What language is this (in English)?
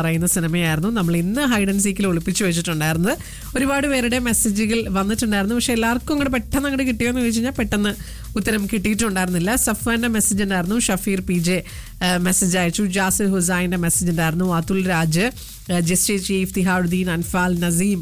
Malayalam